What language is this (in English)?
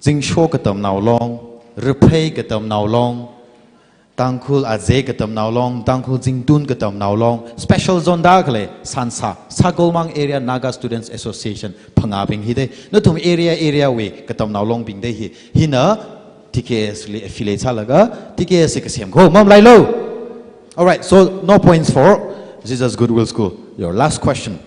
Tangkhul Naga (India)